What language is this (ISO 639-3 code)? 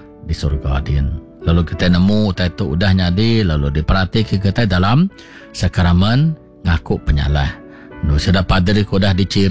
iba